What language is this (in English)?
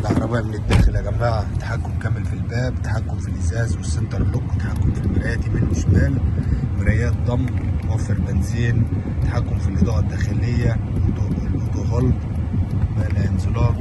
Egyptian Arabic